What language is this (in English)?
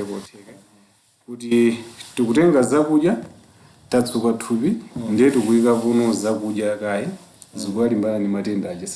Nyanja